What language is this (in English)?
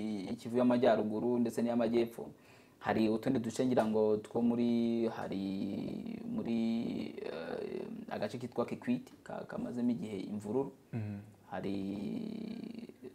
Kinyarwanda